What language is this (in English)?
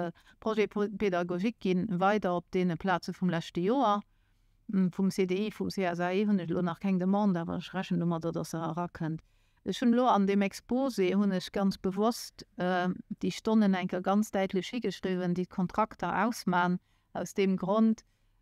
Luxembourgish